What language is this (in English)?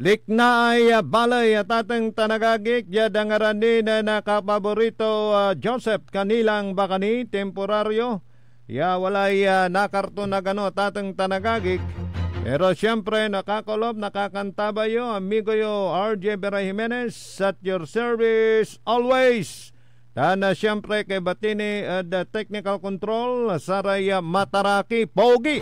Pangasinan